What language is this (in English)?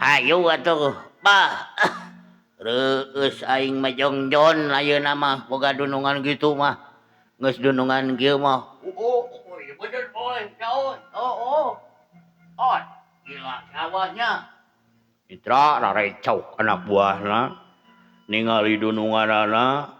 Sundanese